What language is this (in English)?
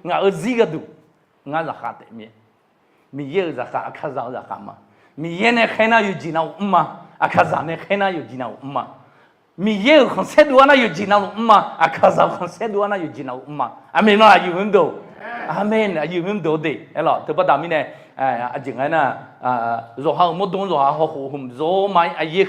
Akha